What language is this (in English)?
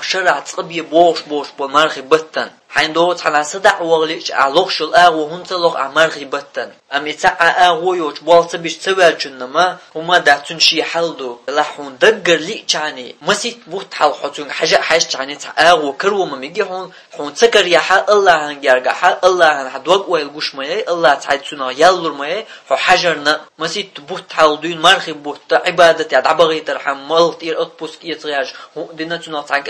Chechen